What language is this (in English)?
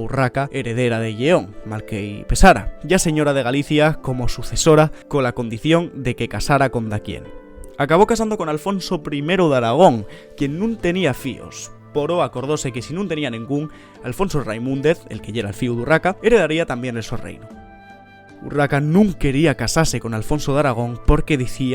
Asturian